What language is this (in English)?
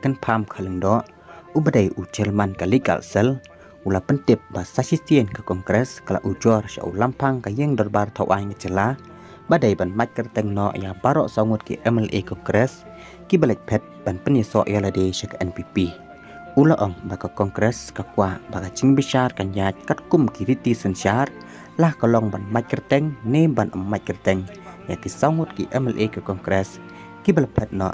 Khasi